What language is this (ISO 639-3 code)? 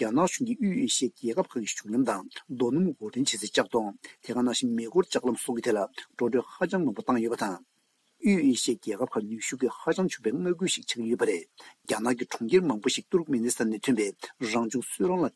bod